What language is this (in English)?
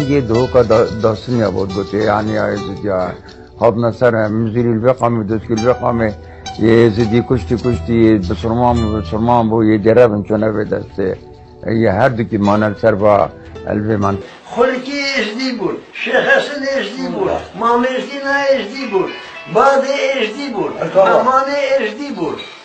Kurdish